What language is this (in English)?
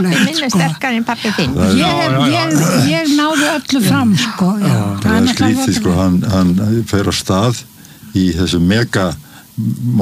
Icelandic